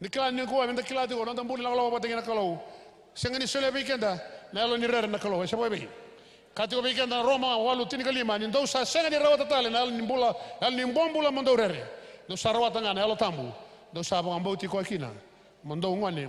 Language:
Fijian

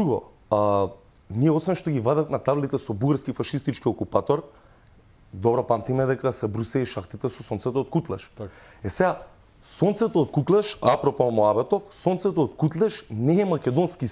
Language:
Macedonian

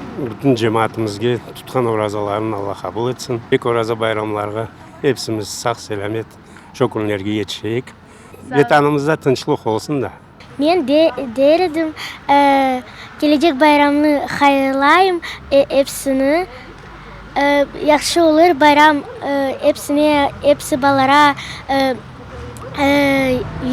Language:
Crimean Tatar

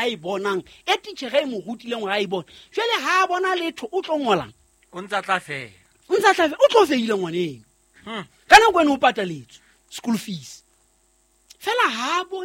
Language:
Southern Sotho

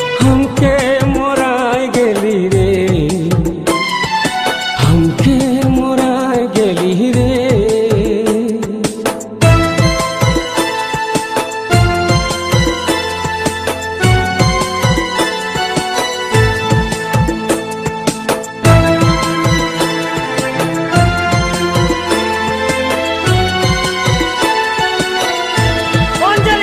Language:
Bhojpuri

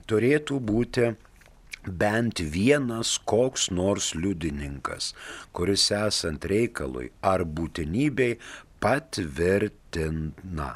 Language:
Lithuanian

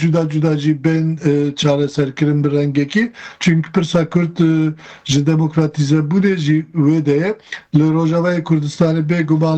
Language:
Kurdish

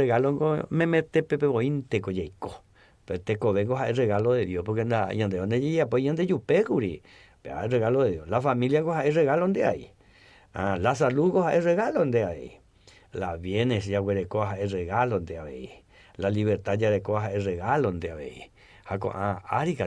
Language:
Guarani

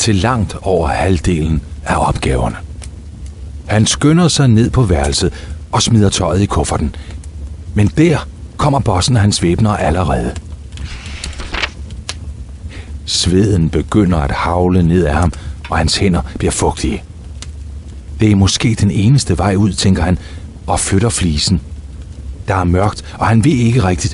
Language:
Danish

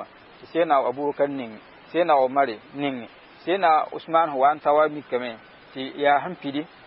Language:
Mossi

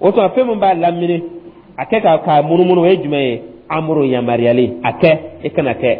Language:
Dyula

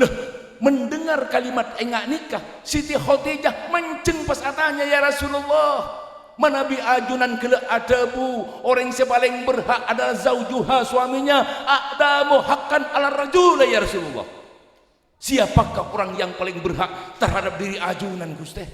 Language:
Madurese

